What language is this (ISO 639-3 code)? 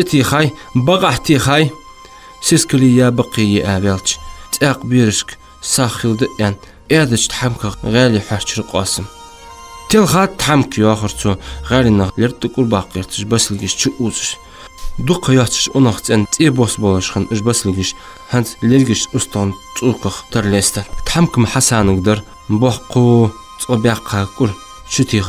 inh